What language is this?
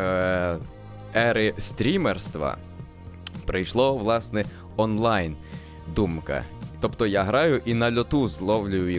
Ukrainian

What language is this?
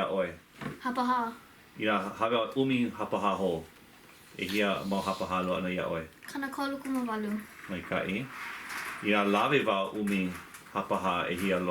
Hawaiian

